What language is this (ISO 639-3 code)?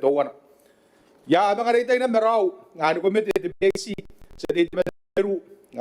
gil